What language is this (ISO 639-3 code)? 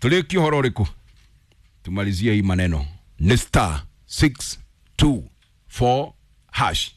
kik